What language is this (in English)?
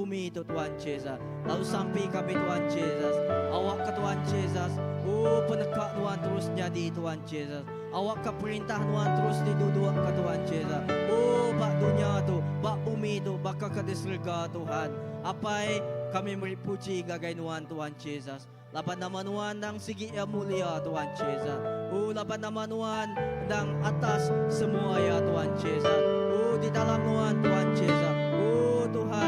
Iban